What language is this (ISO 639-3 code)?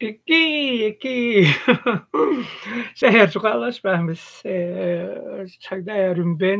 tyv